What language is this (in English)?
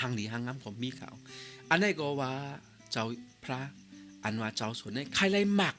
Shan